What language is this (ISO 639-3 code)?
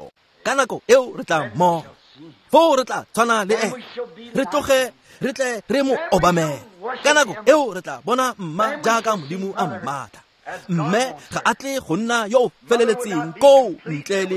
tsn